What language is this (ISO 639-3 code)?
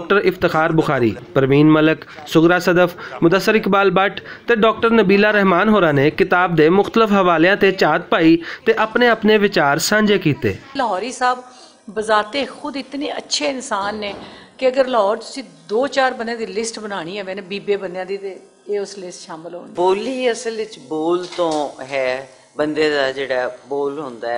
lah